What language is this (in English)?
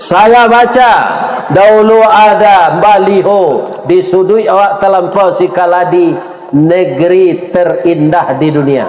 Minangkabau